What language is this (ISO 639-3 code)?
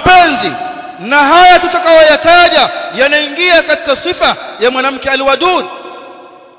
swa